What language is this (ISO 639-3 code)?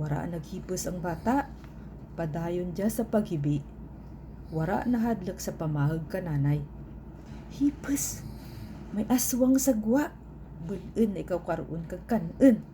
krj